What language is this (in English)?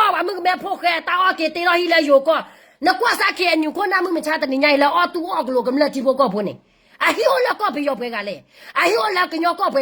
S'gaw Karen